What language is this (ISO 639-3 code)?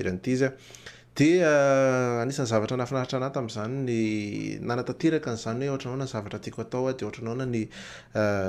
mlg